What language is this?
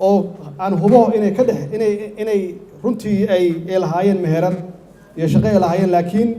Somali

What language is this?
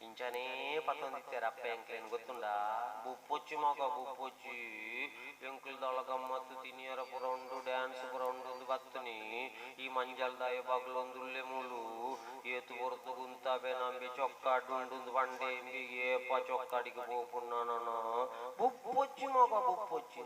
Tulu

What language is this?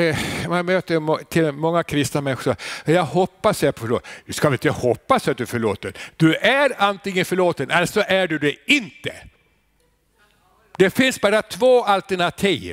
Swedish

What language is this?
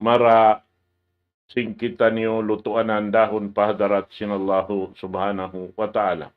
Tausug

